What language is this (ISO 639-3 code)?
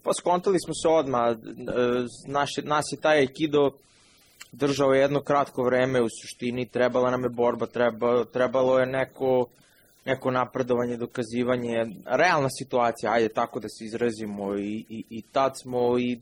srp